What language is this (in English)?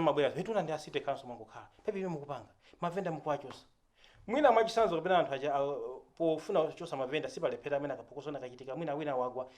Nyanja